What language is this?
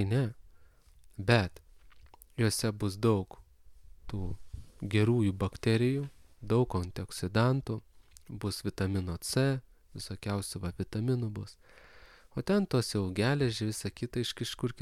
Lithuanian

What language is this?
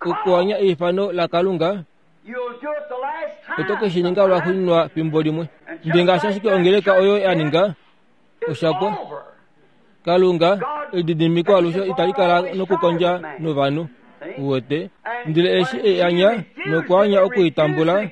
Kuanyama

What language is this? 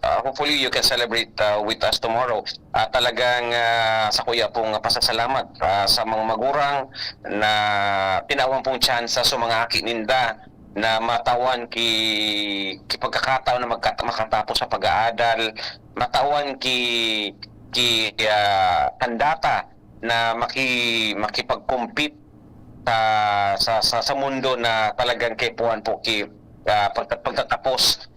Bikol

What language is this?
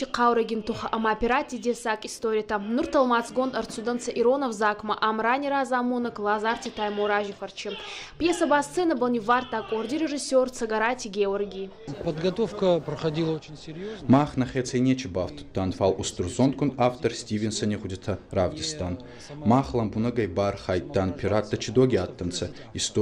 Ossetic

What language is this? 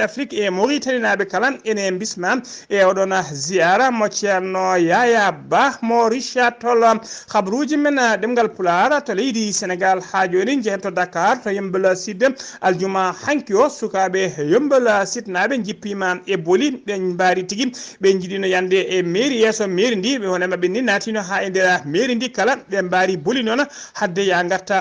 Fula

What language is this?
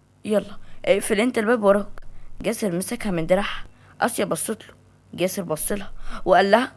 Egyptian Arabic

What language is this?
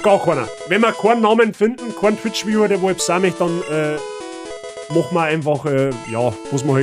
Bavarian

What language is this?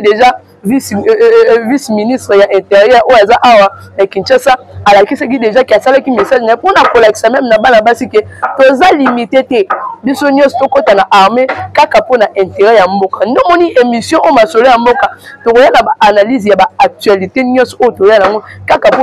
Lingala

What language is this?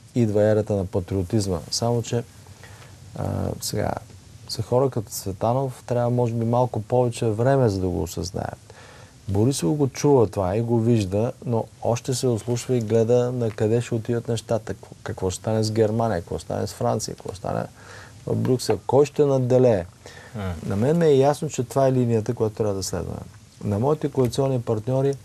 Bulgarian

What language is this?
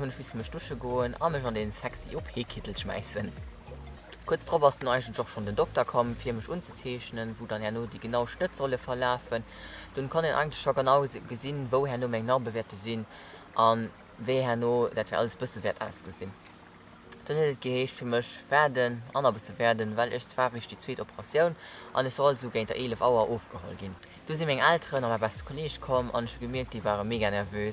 Luxembourgish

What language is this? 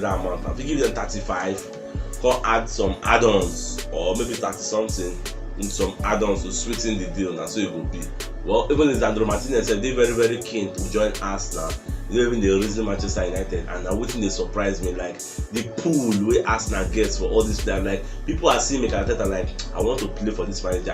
Nigerian Pidgin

